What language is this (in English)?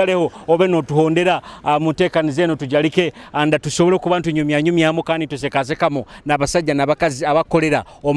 Nyoro